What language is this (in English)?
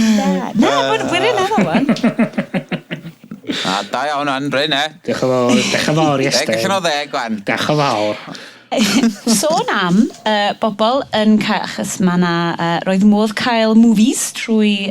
Welsh